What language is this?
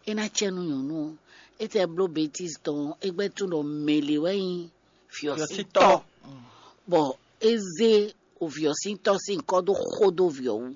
Fon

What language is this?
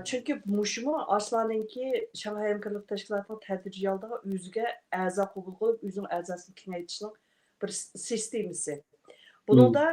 Uyghur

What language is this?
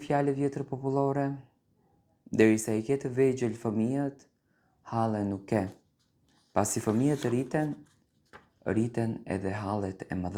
Albanian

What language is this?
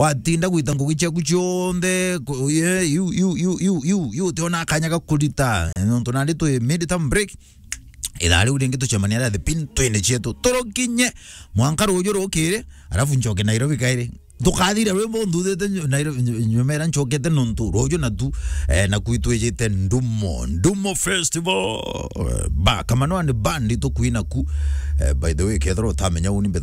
Meru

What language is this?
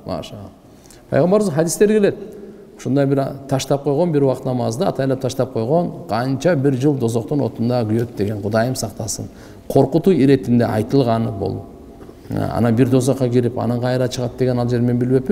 Kyrgyz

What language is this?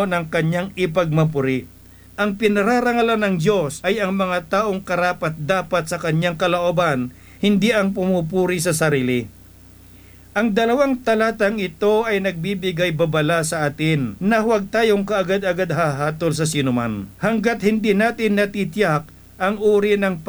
Filipino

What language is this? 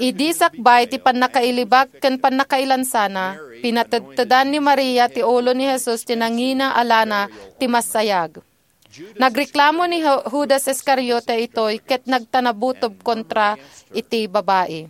Iloko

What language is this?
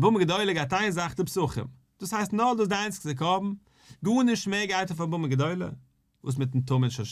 Yiddish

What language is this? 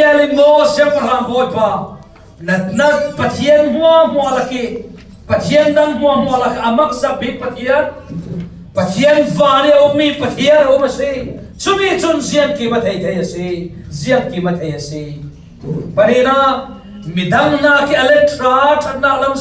Falam Chin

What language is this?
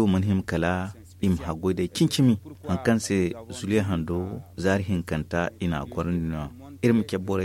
Zarma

